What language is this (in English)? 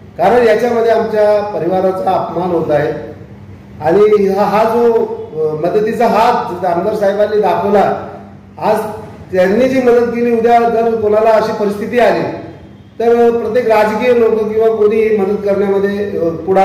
Marathi